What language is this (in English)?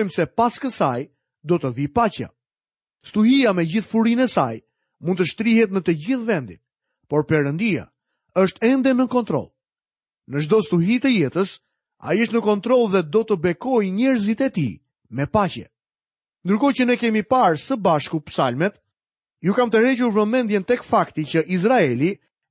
Albanian